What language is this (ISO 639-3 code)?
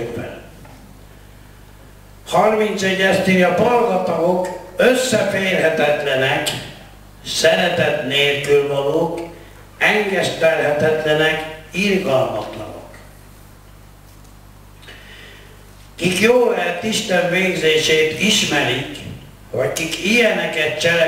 hun